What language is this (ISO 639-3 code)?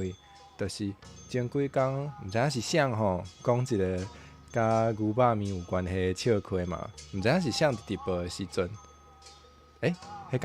nan